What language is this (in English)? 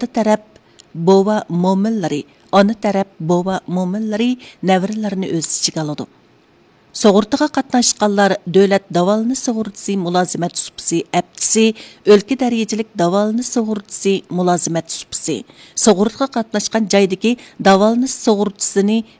Uyghur